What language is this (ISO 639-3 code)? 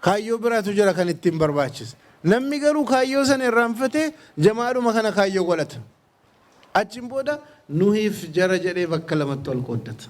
orm